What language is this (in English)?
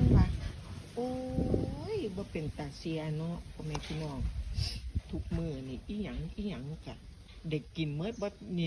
Northeastern Thai